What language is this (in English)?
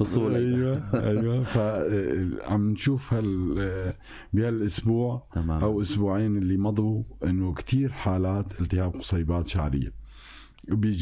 North Levantine Arabic